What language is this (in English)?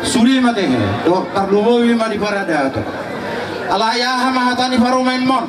Batak Toba